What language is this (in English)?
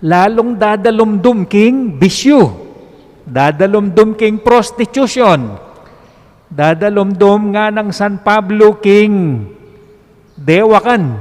Pampanga